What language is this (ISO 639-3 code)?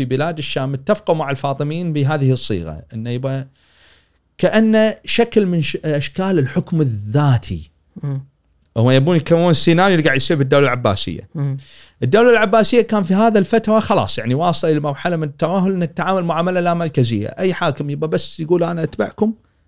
afb